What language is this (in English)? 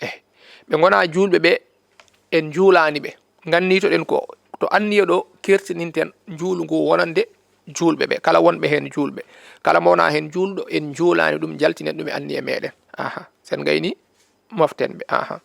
Fula